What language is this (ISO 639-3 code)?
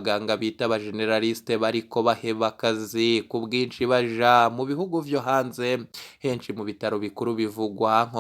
run